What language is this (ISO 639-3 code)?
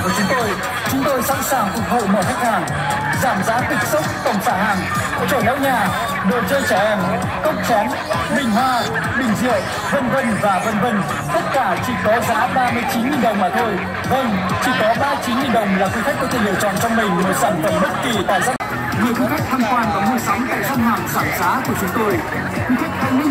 vie